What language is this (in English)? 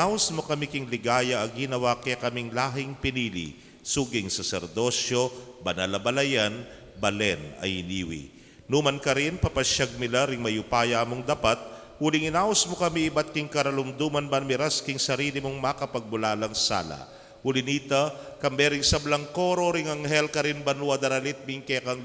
Pampanga